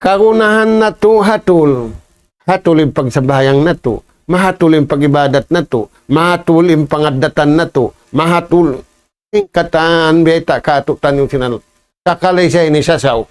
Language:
Tausug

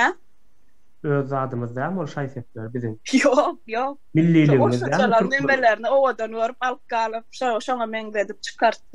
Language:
Turkmen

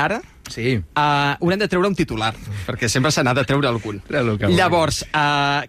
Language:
Catalan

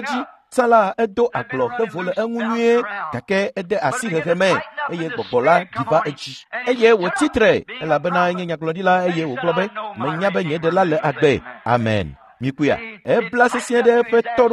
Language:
Ewe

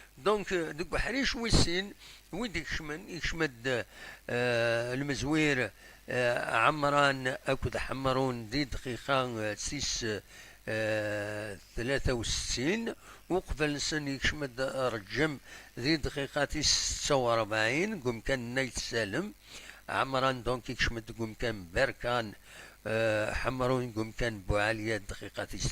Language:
Kabyle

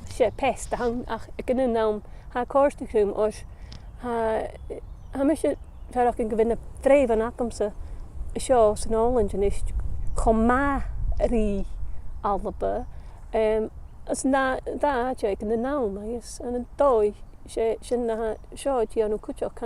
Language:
Scottish Gaelic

